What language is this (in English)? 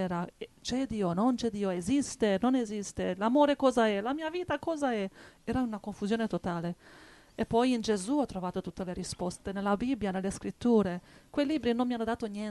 Italian